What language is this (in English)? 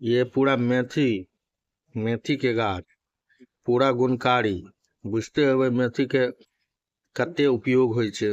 Maithili